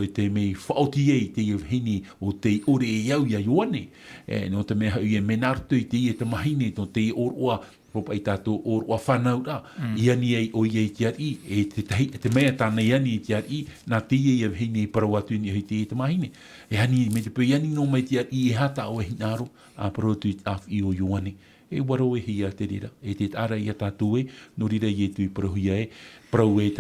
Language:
Tahitian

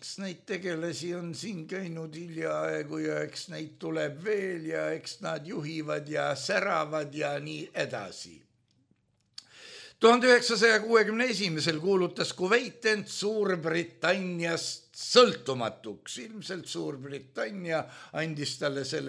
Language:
Estonian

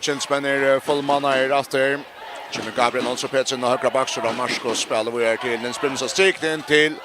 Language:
Faroese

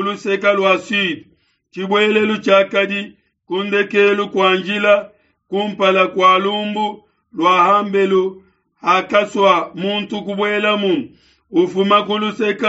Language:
Luba-Lulua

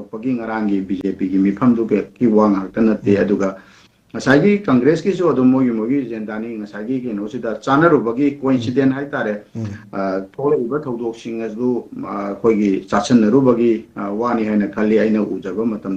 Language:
Manipuri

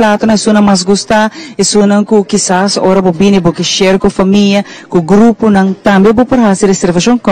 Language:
Papiamento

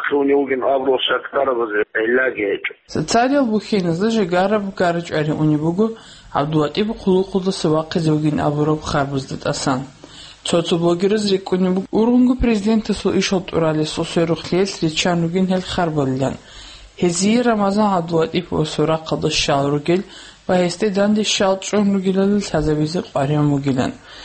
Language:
Avaric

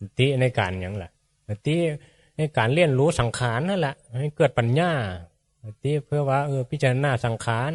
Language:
Northeastern Thai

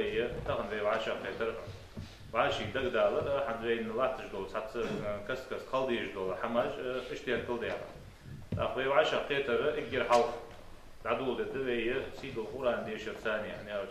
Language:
Ingush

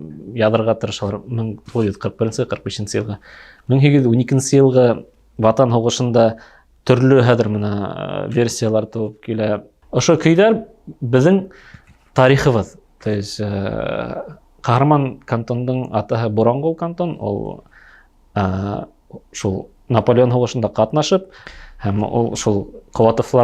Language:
Bashkir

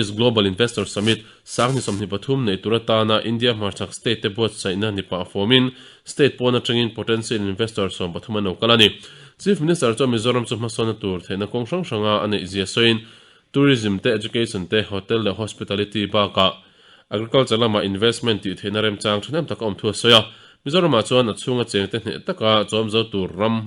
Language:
Mizo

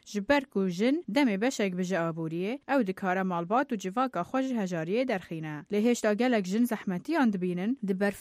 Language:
Kurdish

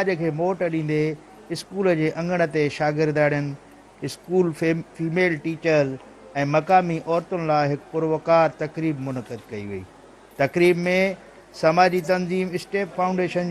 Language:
Sindhi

